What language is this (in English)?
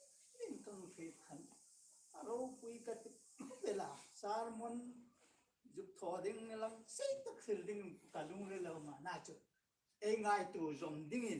Hmar